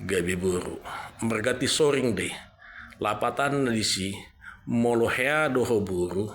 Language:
Batak Toba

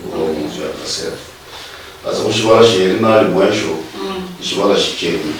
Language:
Luyia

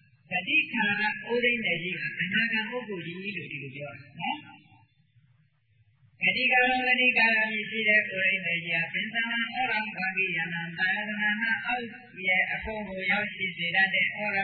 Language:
Burmese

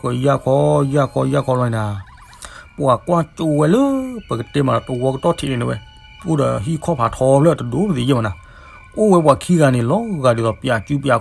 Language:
S'gaw Karen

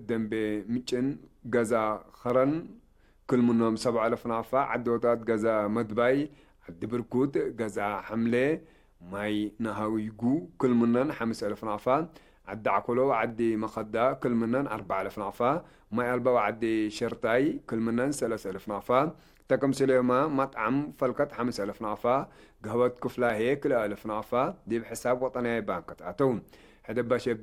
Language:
Tigre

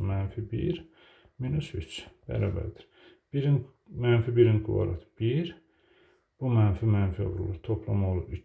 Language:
Azerbaijani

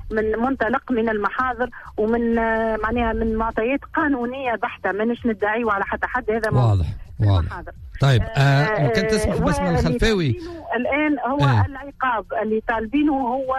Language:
Tunisian Arabic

